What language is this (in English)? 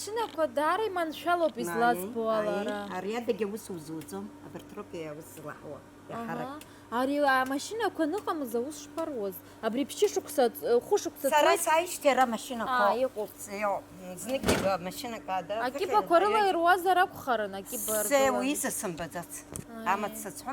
Abkhazian